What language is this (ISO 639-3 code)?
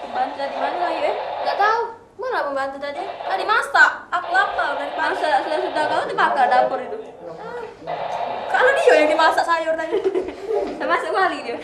mui